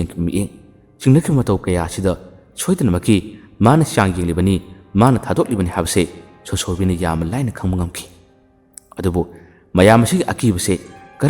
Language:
Manipuri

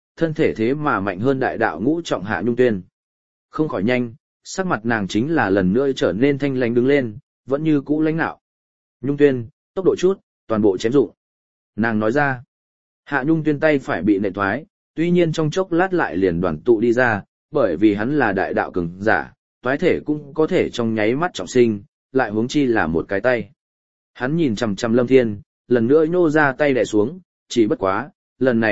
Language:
Vietnamese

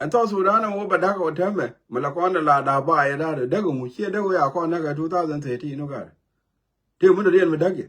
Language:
Nuer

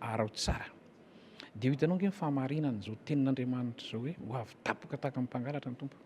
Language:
Malagasy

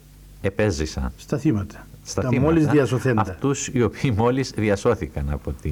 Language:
Greek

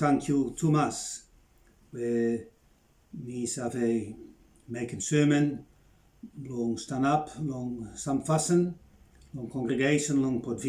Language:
Bislama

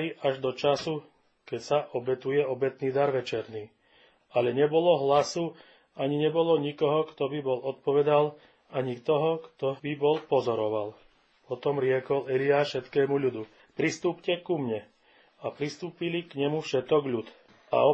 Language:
Slovak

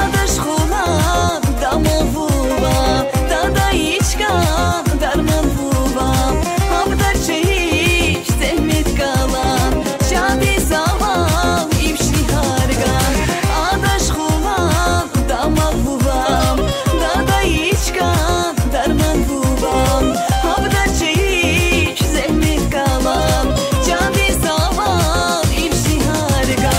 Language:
Tabassaran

